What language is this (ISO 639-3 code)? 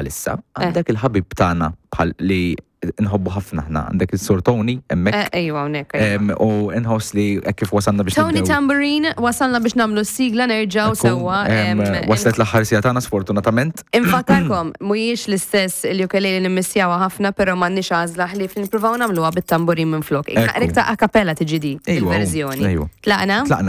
mlt